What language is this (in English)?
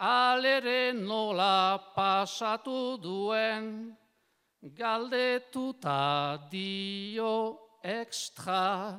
Basque